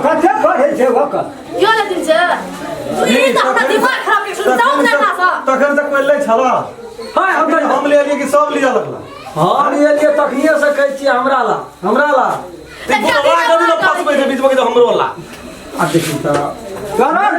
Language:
Maithili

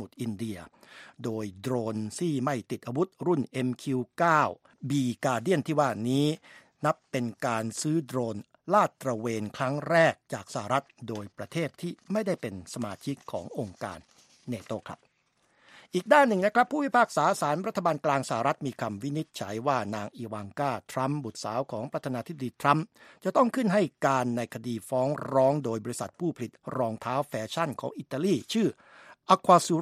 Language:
Thai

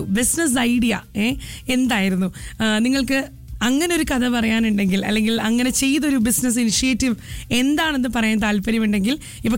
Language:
Malayalam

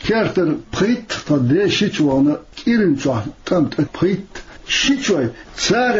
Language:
Chechen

